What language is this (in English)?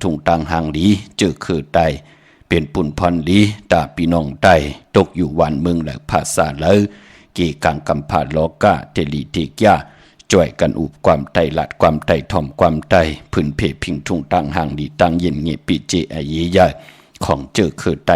Shan